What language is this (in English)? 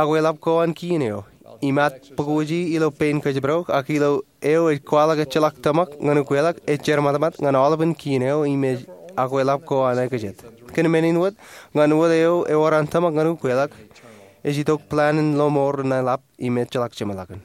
Marshallese